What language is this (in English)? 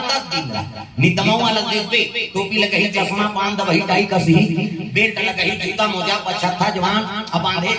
Chhattisgarhi